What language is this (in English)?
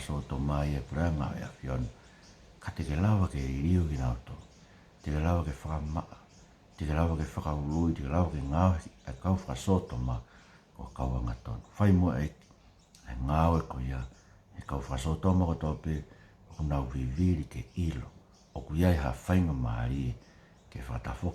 Tongan